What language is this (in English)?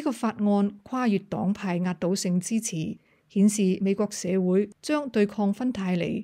Cantonese